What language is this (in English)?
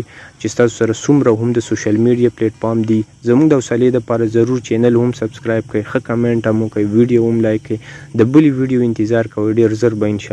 Pashto